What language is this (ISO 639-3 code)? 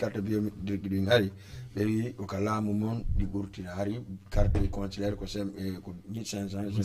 ful